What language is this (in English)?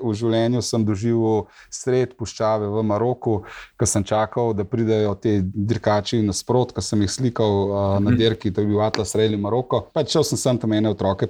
Slovenian